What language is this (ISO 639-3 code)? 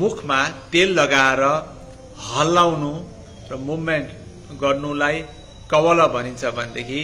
nep